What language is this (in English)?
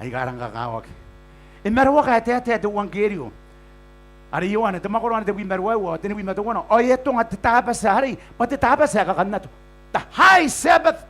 Gilbertese